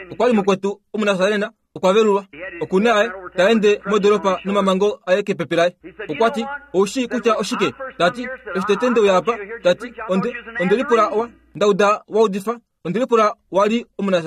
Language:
Kuanyama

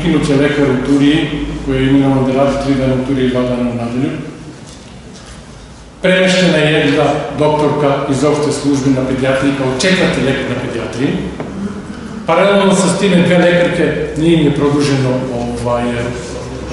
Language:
Serbian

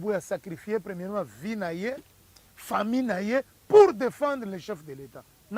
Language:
Lingala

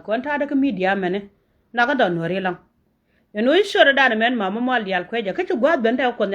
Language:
Nuer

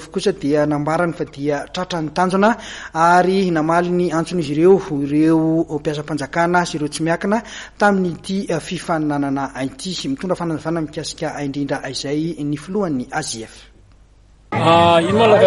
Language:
Malagasy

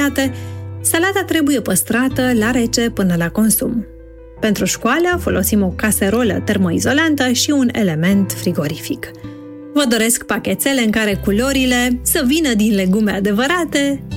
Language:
Romanian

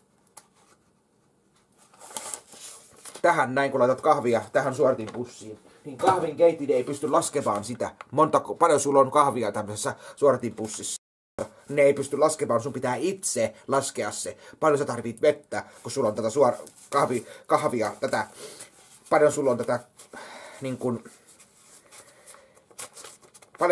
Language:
Finnish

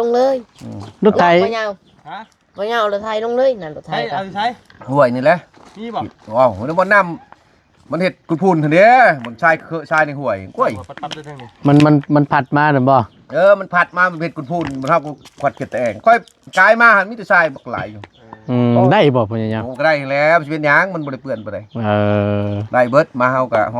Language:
Northeastern Thai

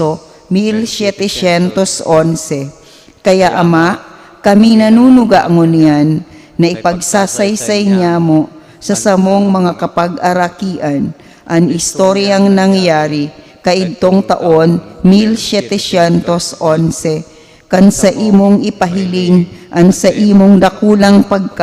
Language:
Bikol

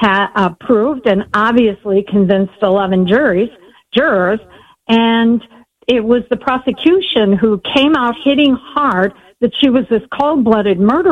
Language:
English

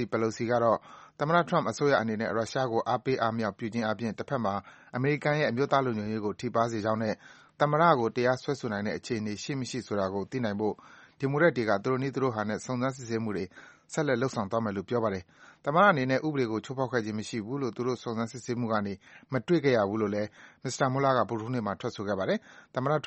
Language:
Burmese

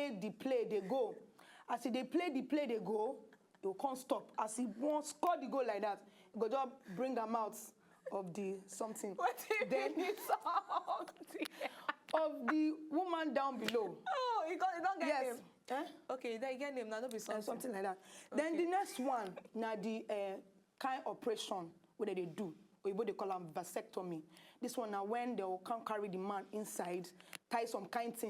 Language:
Nigerian Pidgin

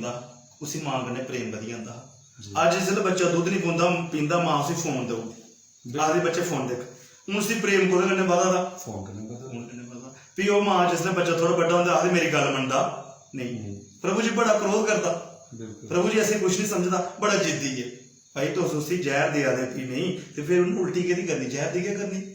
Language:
Dogri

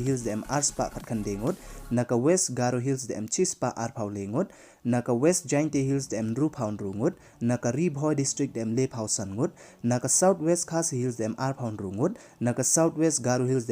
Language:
Pnar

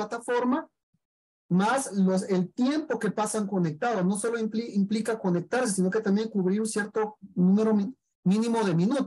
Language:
Spanish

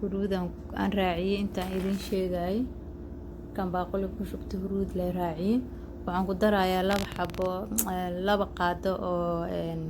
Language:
Somali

